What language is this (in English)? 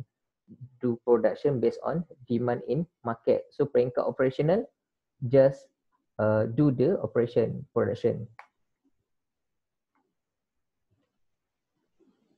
Malay